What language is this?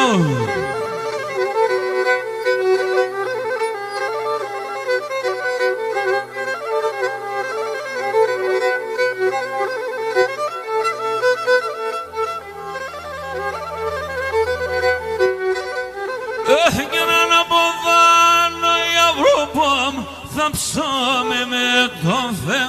Pontic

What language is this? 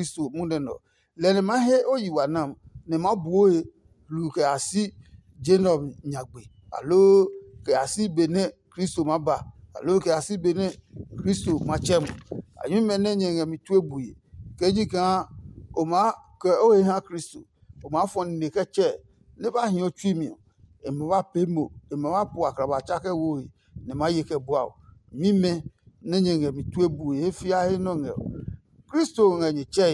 Adangme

